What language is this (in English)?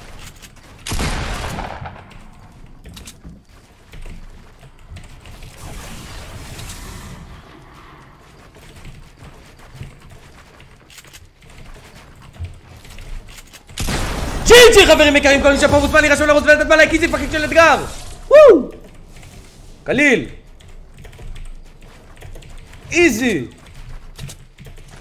Hebrew